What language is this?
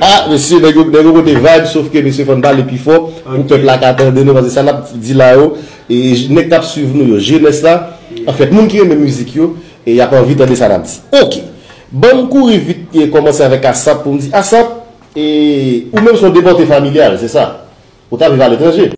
Haitian Creole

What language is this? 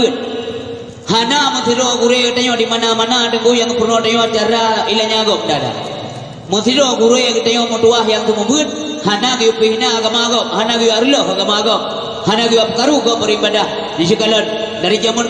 Achinese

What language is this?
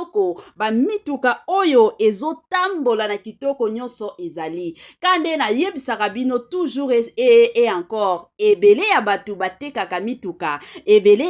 Lingala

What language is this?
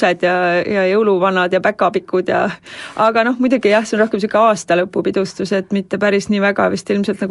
Estonian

